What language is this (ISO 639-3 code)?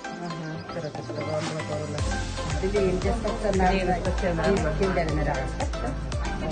sah